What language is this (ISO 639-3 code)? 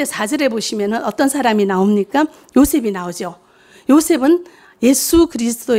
kor